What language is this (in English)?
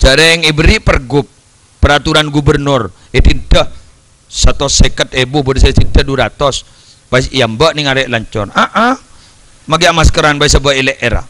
Madurese